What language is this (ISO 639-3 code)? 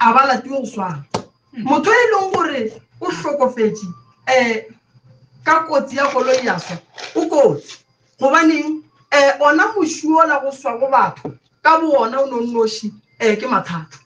nso